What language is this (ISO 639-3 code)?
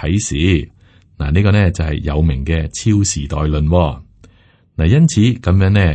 yue